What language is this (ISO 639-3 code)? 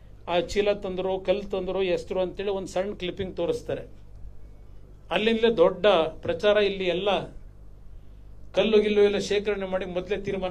kan